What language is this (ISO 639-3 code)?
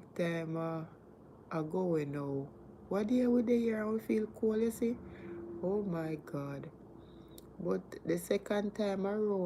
jam